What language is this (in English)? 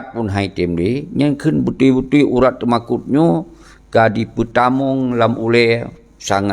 Achinese